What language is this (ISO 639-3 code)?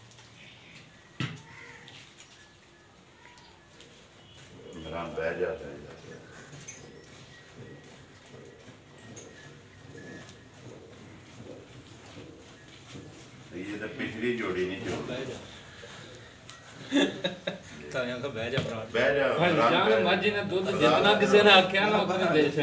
pan